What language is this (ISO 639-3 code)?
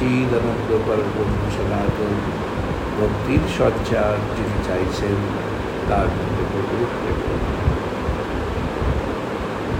ben